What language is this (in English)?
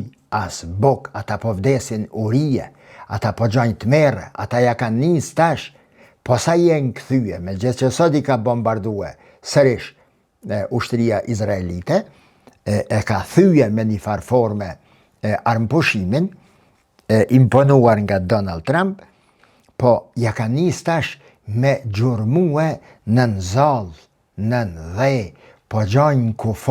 Albanian